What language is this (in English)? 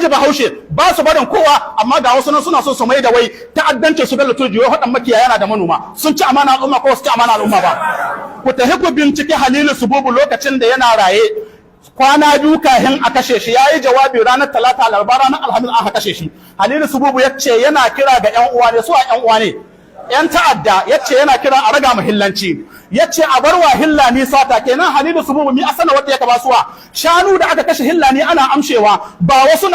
Hausa